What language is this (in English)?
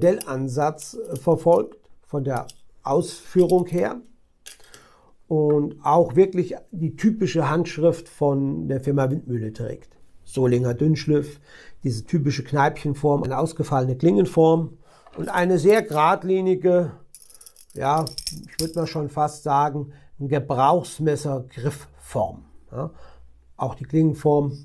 German